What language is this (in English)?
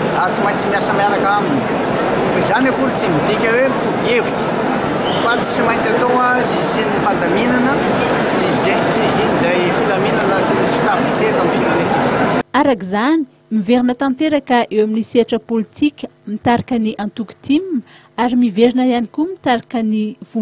Malagasy